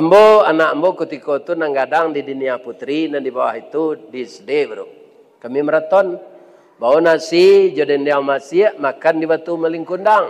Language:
Minangkabau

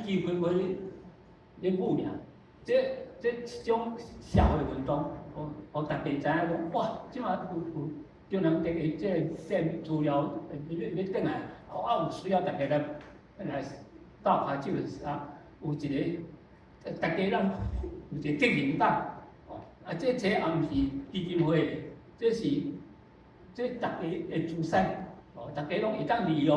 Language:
Min Nan Chinese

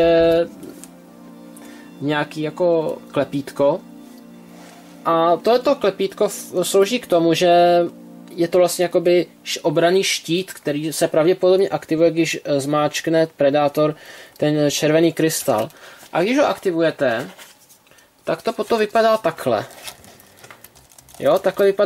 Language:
Czech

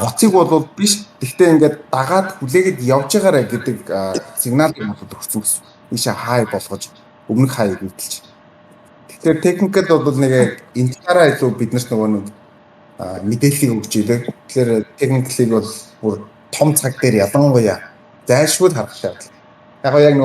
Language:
Mongolian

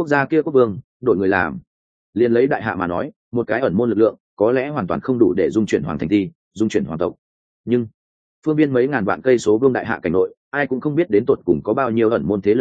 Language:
Vietnamese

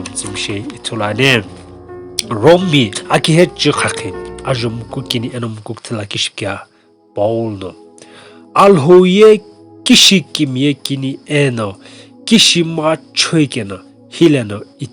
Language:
Sumi Naga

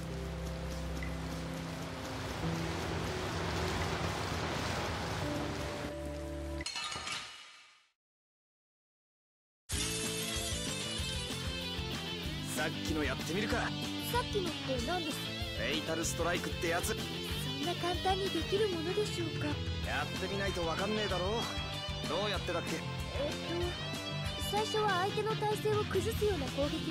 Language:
Japanese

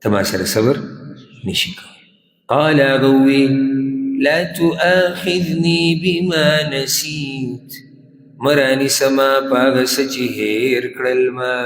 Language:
Pashto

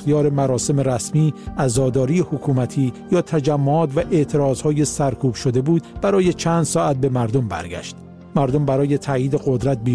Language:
Persian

